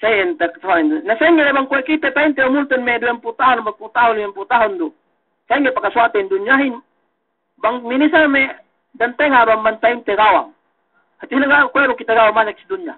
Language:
Yakan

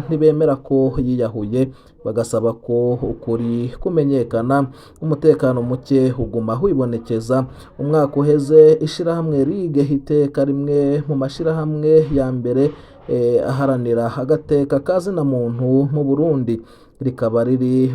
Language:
Rundi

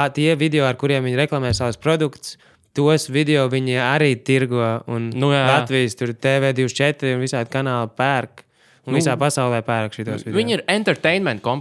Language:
Latvian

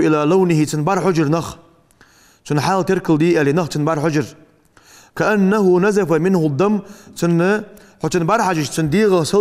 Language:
Ingush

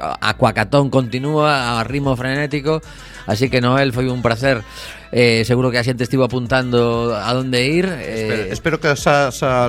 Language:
Galician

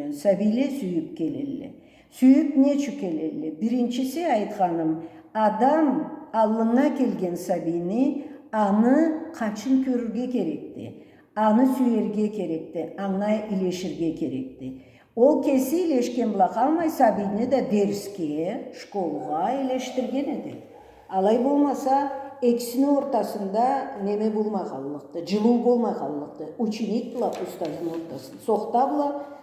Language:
Karachay-Balkar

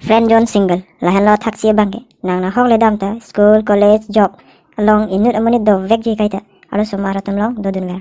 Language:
Karbi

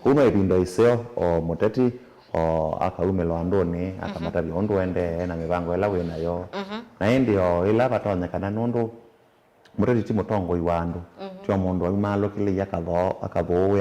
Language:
Kamba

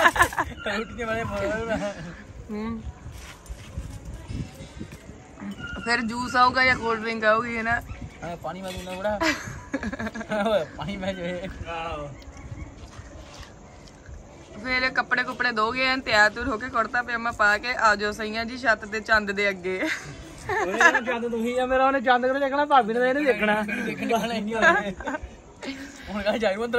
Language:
Punjabi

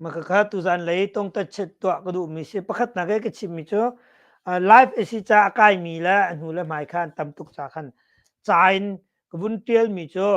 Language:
Hakha Chin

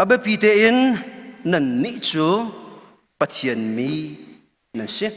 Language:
Hakha Chin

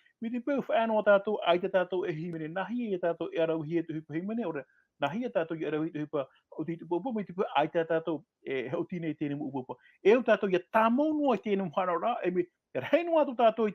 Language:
Tahitian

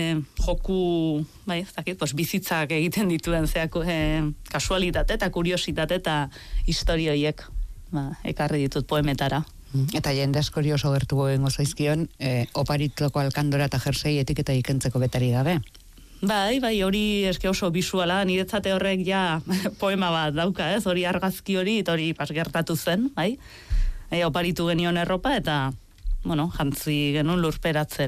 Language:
Basque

